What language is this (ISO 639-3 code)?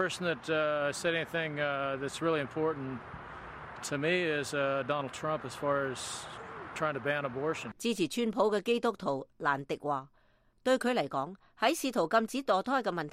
yue